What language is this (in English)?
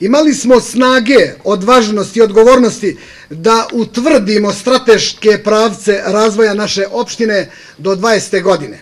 Bosnian